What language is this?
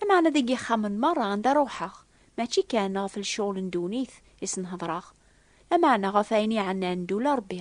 Kabyle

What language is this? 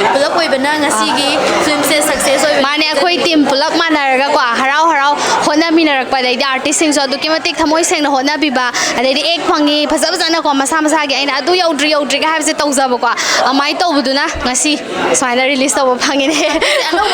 Manipuri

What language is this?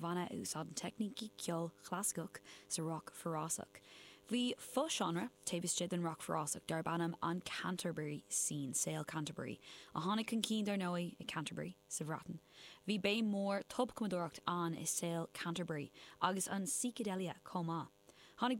Irish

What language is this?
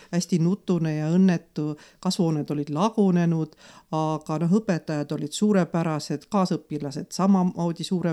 Estonian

